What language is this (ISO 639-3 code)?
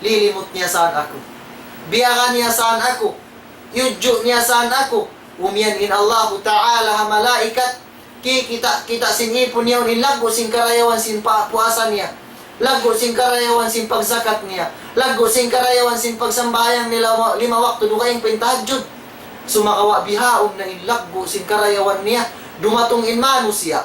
tsg